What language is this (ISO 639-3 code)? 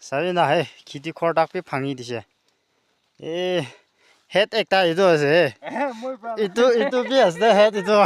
nag